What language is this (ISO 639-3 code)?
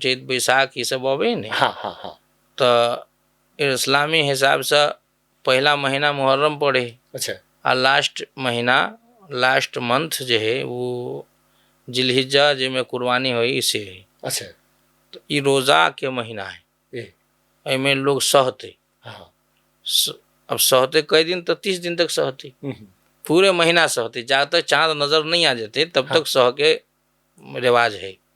mai